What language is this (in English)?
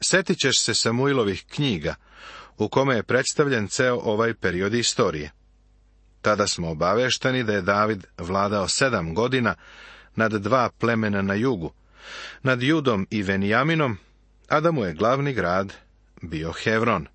Serbian